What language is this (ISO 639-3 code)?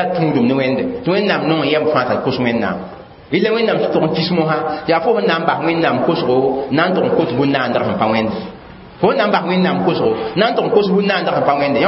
mos